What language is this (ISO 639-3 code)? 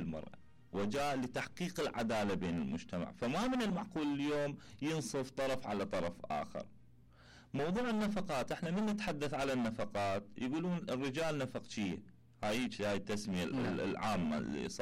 acm